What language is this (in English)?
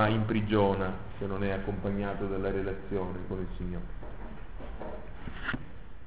Italian